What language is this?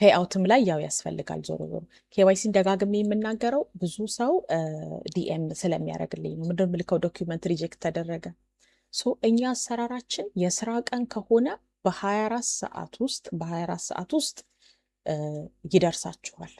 Amharic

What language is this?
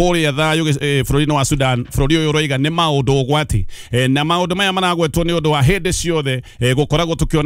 Kikuyu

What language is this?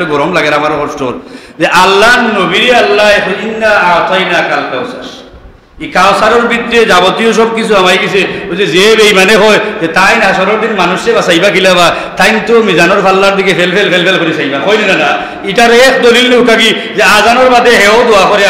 Sylheti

